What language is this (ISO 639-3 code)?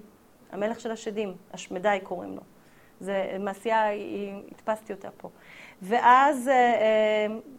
heb